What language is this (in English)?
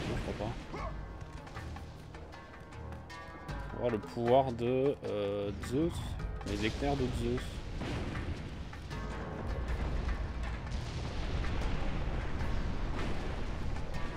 French